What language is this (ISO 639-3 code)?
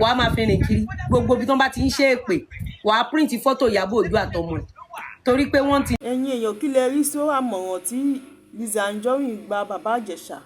yor